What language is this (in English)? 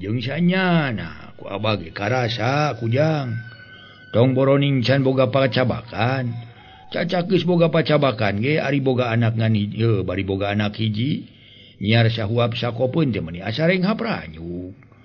Sundanese